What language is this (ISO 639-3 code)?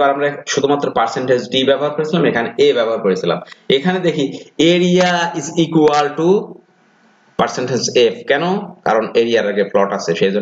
ben